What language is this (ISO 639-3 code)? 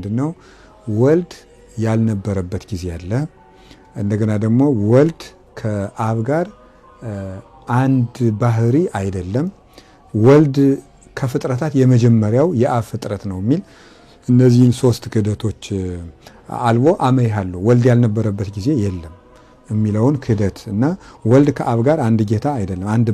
amh